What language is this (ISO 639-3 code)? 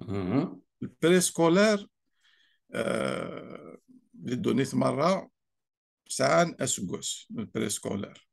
kab